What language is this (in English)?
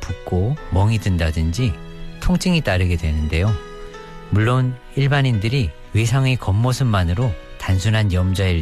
Korean